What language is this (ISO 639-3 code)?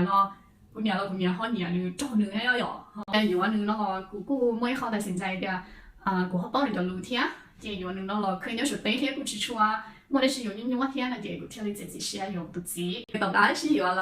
hmn